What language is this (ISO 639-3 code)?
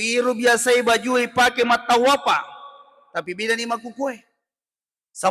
bug